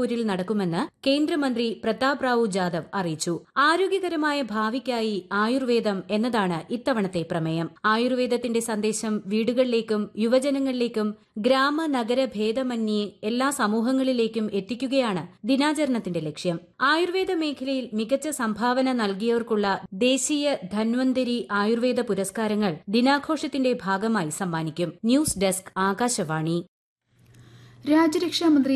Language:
Malayalam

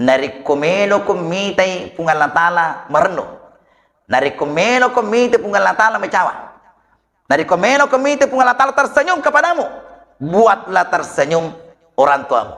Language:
Buginese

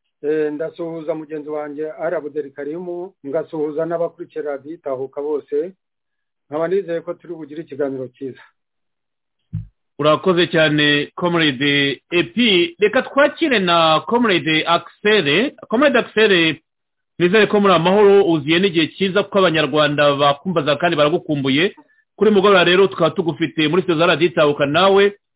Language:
Kinyarwanda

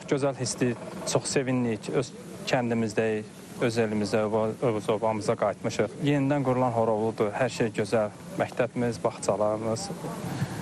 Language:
Azerbaijani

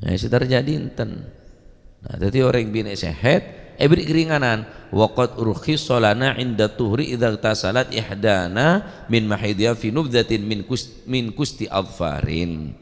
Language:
Madurese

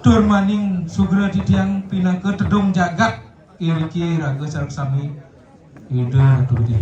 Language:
Balinese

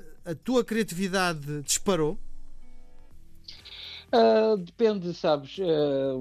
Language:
Portuguese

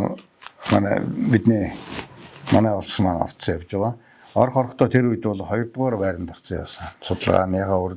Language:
Mongolian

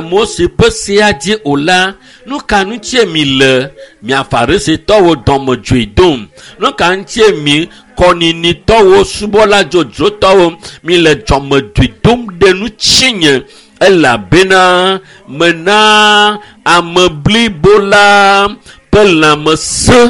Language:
Ewe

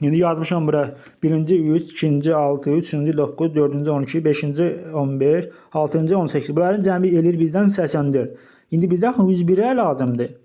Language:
Azerbaijani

